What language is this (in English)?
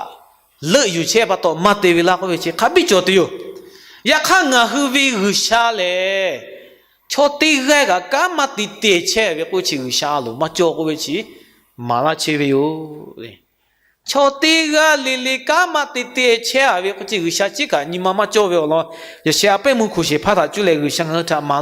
Lahu